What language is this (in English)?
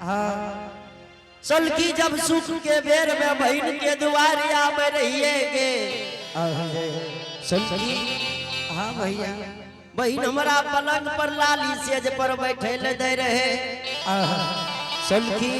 Angika